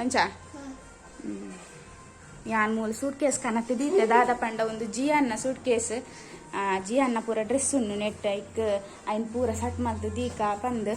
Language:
Tulu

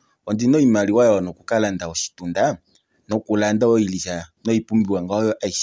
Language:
Kuanyama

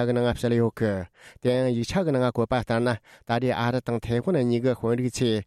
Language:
Tibetan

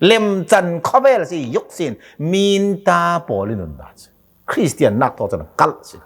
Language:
Hakha Chin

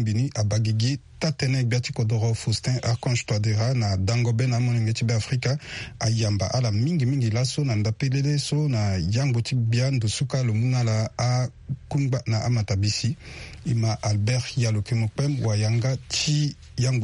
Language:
Sango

